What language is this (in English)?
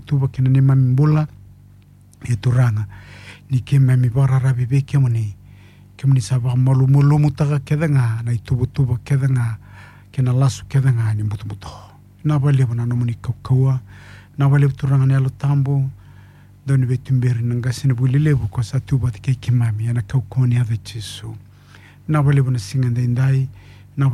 Fijian